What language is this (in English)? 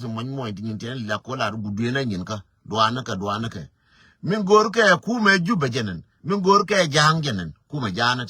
Nuer